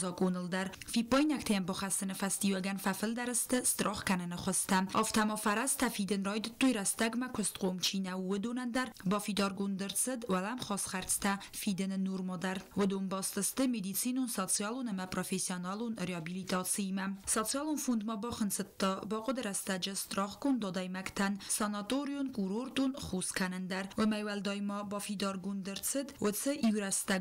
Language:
Ossetic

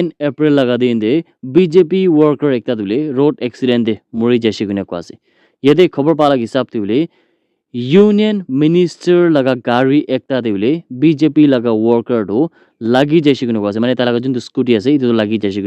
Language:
Naga Pidgin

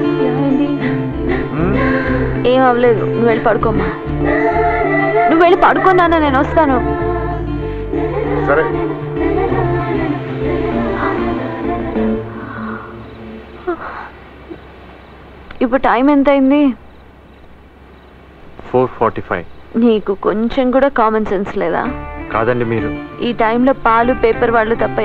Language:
Telugu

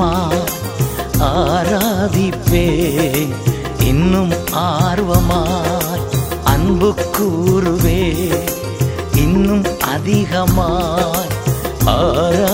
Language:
Tamil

